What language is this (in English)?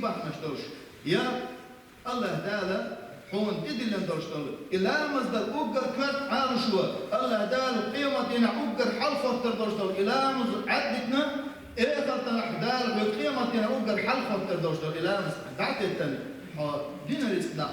Chechen